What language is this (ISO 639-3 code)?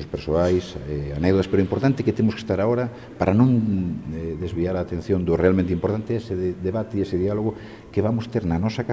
glg